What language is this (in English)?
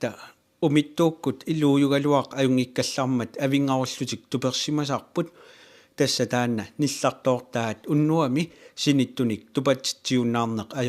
Kalaallisut